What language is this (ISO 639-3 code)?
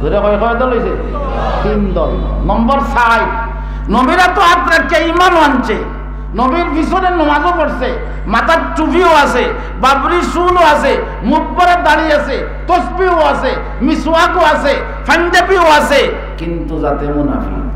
syl